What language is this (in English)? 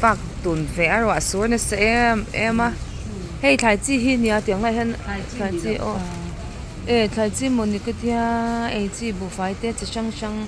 Mizo